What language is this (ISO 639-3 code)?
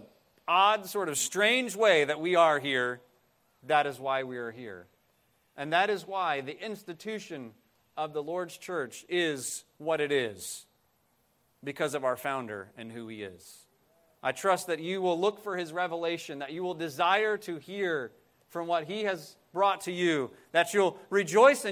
eng